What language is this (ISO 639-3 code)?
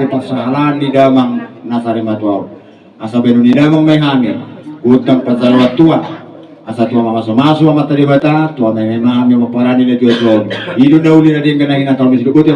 bbc